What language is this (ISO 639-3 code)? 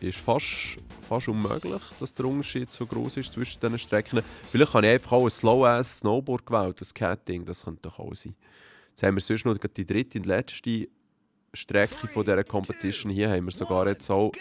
gsw